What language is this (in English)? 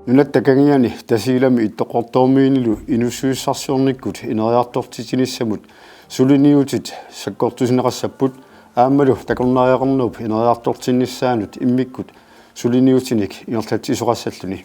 Kalaallisut